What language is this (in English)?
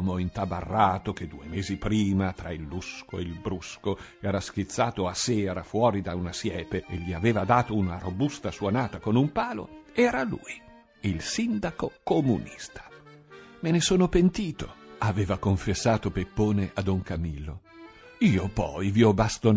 Italian